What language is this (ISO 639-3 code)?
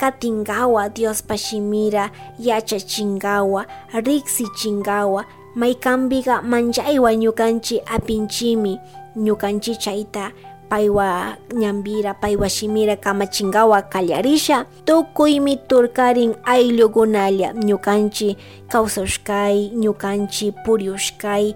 qug